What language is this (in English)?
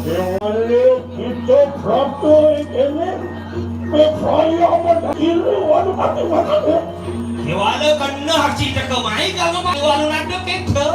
Balinese